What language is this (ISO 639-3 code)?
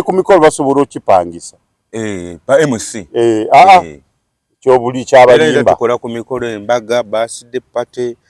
lug